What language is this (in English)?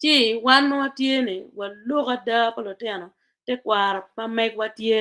Acoli